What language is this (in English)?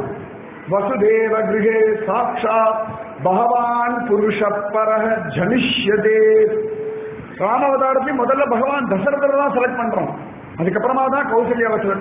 Tamil